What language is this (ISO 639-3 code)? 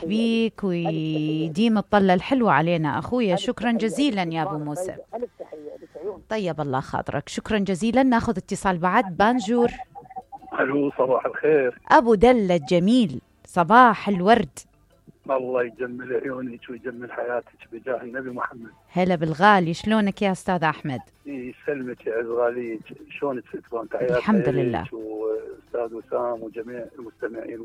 acm